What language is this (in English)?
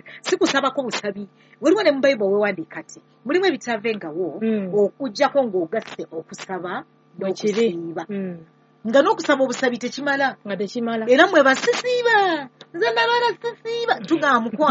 Ganda